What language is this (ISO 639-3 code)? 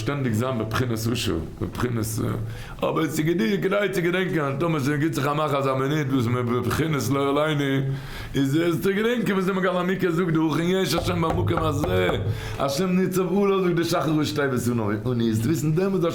yid